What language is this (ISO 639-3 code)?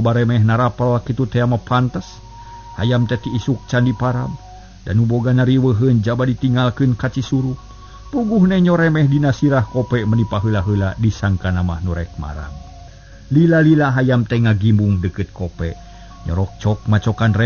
sun